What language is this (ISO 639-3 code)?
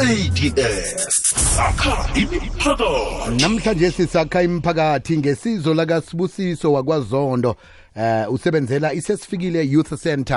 nbl